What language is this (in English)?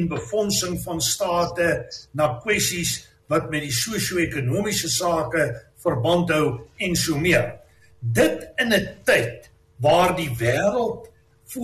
Afrikaans